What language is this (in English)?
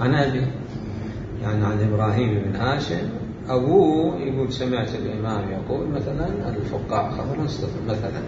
Mesopotamian Arabic